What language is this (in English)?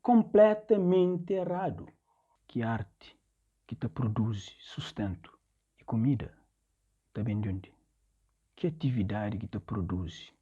Kabuverdianu